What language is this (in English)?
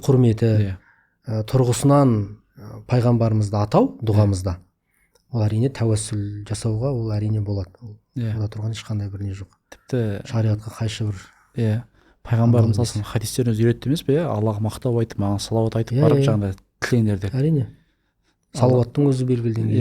Kazakh